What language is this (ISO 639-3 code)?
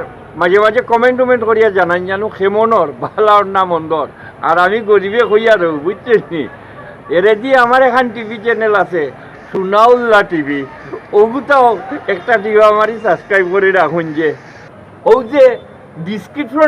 syl